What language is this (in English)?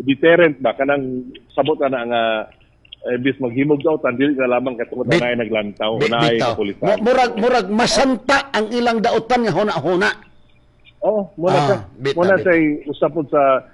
Cebuano